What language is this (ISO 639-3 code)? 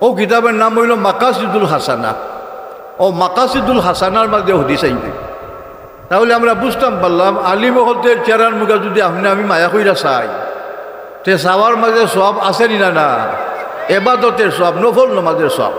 syl